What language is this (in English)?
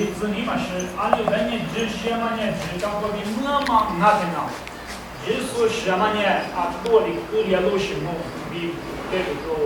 Lisu